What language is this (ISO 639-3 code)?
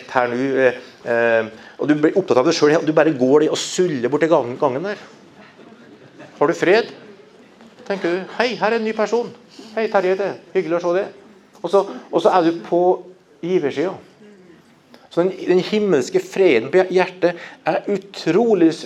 nor